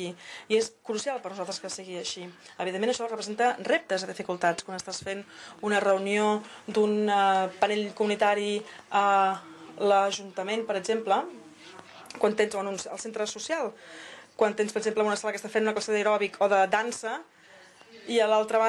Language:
Catalan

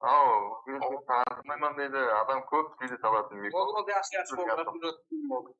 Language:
Kara-Kalpak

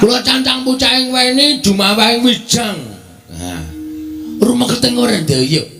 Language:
Javanese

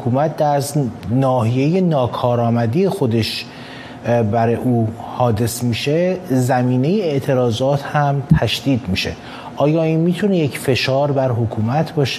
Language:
Persian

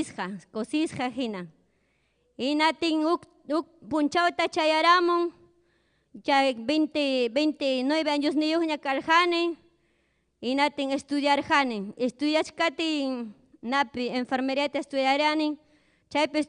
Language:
Ayacucho Quechua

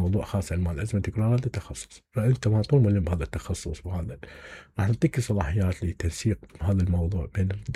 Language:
Mesopotamian Arabic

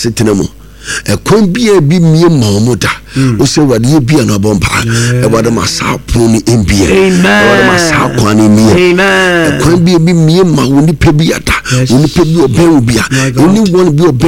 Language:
Akan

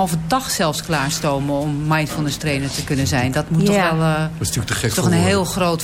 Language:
Dutch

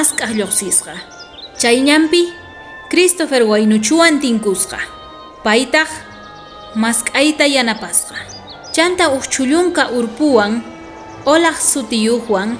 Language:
South Bolivian Quechua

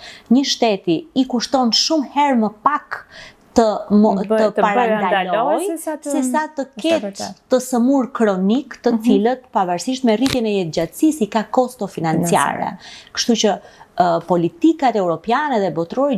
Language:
Albanian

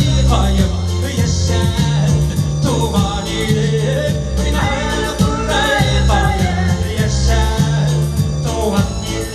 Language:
Bashkir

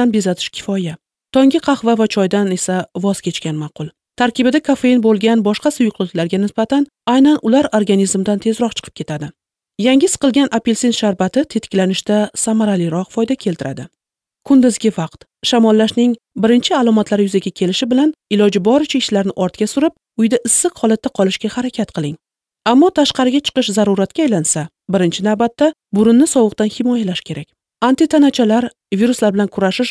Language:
Uzbek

